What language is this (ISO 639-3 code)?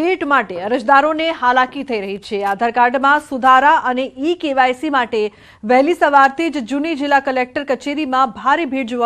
guj